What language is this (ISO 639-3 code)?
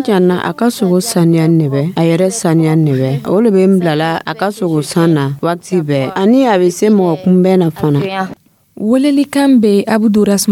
dyu